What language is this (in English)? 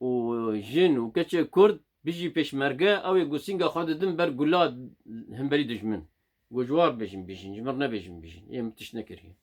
Kurdish